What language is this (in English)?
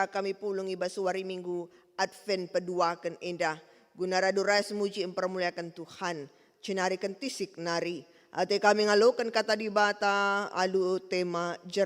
Batak Karo